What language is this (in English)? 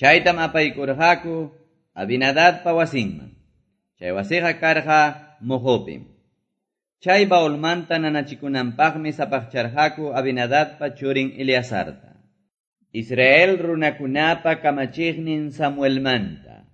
Quechua